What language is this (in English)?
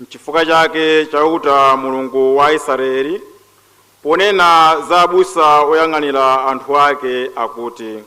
Nyanja